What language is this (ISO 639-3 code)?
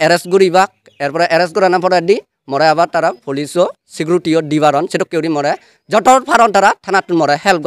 ccp